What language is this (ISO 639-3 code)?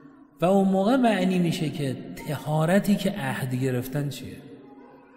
fas